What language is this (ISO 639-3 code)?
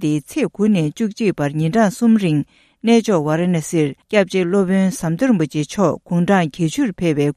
bod